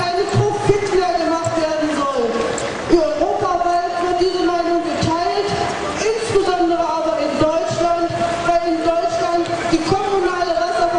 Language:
German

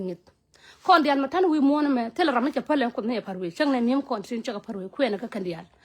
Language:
Nuer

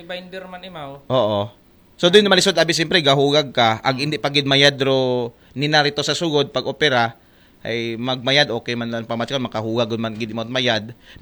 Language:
Aklanon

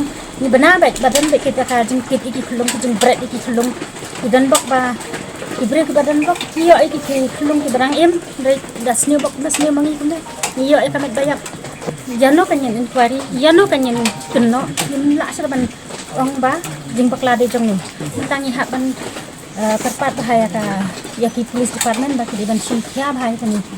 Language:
Khasi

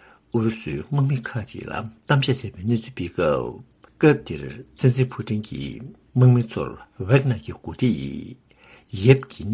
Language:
Tibetan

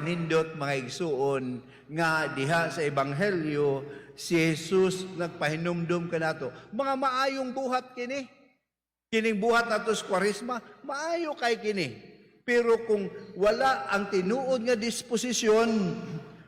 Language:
Cebuano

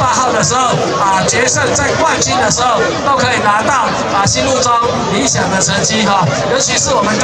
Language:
Chinese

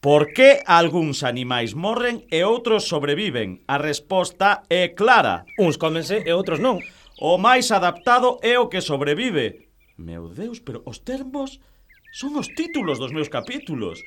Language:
Galician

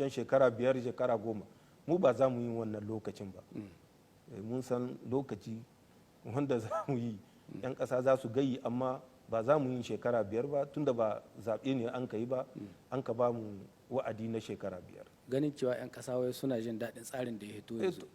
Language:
Hausa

